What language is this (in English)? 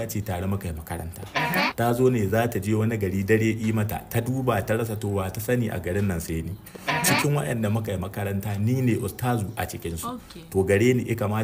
Hausa